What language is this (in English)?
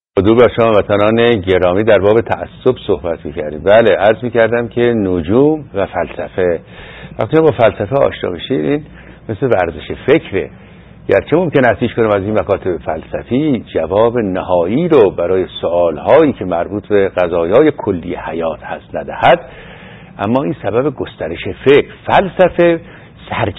Persian